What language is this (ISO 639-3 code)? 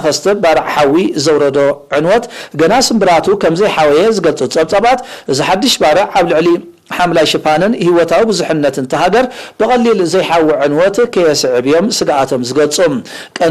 tir